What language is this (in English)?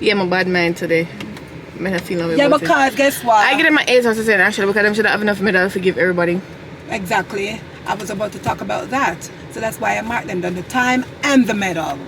Jamaican Creole English